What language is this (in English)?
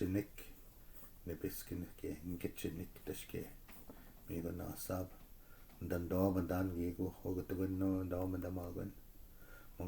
Chippewa